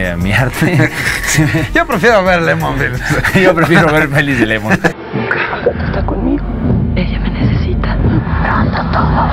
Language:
Spanish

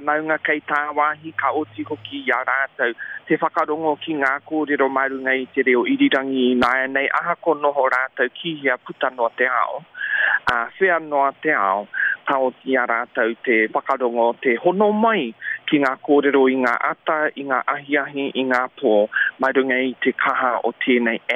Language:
Māori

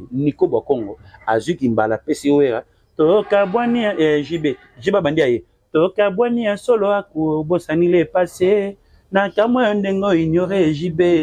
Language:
Lingala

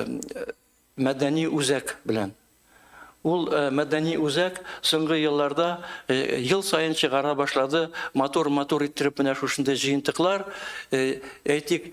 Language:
Tatar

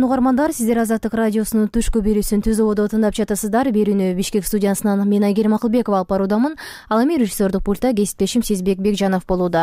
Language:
Kyrgyz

